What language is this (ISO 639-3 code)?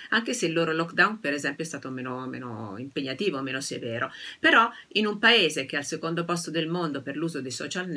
ita